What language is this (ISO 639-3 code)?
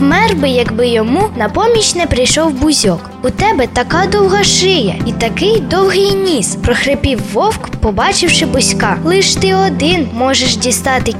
ukr